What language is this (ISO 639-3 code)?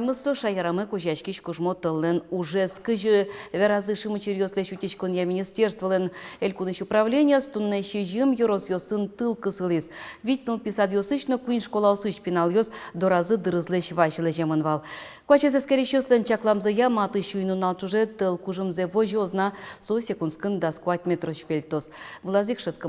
udm